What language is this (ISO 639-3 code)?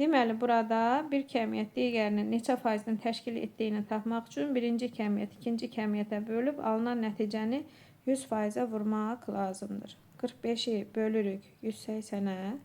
aze